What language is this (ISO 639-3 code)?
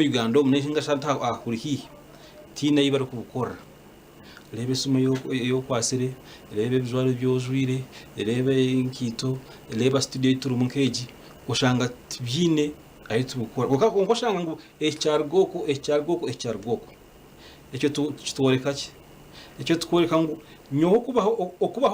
nyn